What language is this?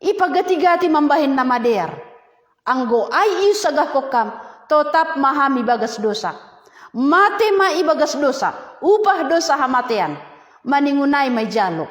Batak Simalungun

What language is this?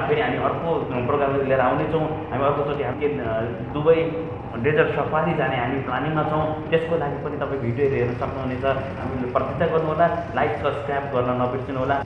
Nepali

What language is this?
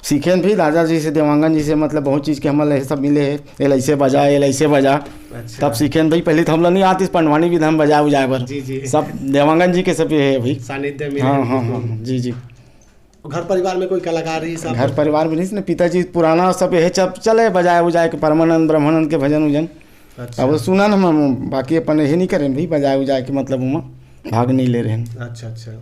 Chhattisgarhi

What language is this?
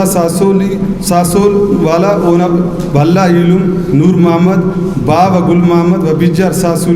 Brahui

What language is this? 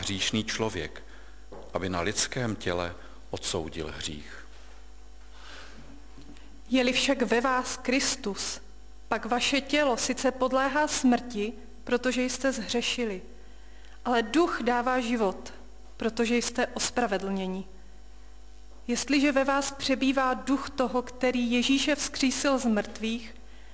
Czech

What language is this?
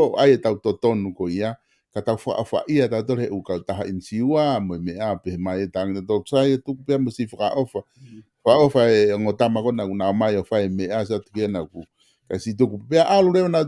Tongan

